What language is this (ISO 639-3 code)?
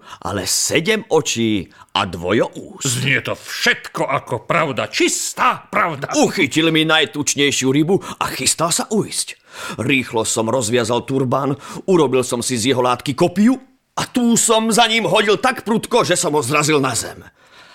slk